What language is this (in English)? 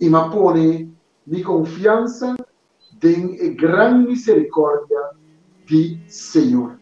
Papiamento